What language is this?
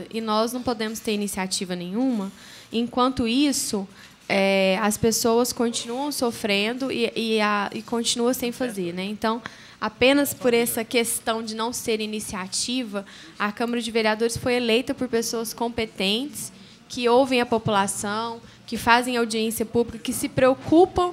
Portuguese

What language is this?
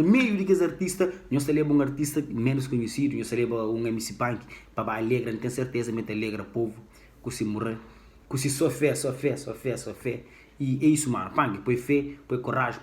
Kabuverdianu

